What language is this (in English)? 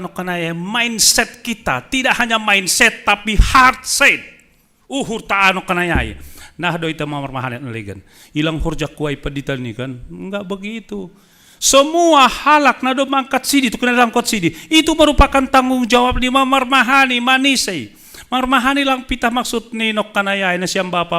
Batak Simalungun